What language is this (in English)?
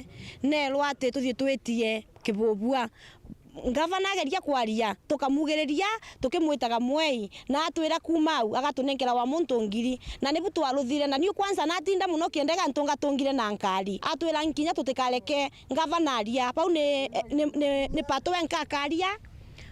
Meru